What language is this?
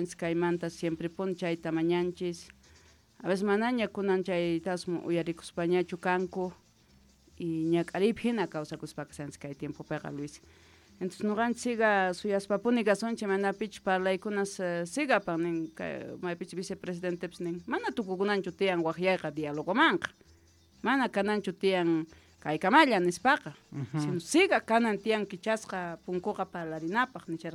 Quechua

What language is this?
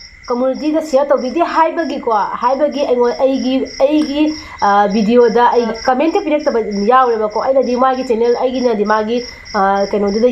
Manipuri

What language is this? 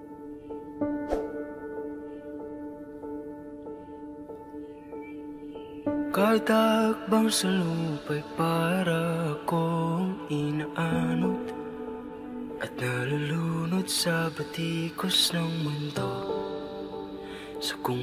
Filipino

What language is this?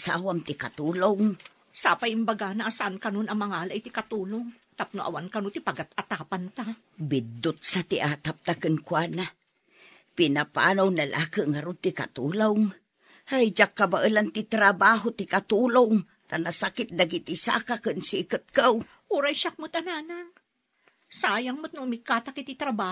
Iloko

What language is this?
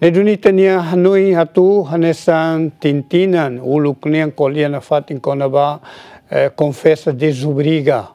Tetum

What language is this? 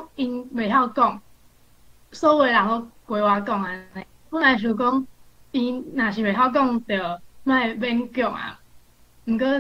Min Nan Chinese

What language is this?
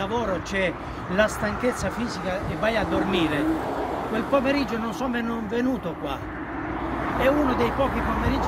Italian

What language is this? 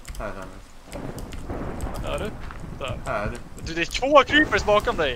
Swedish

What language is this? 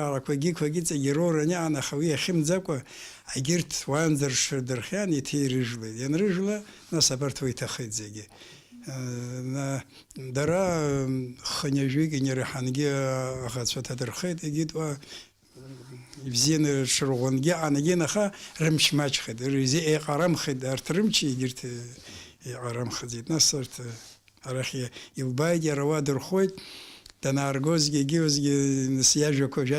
Abkhazian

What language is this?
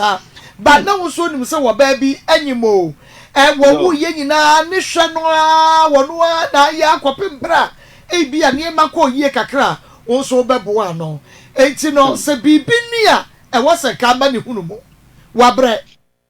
Akan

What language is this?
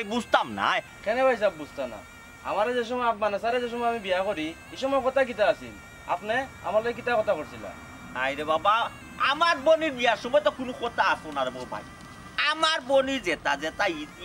Sylheti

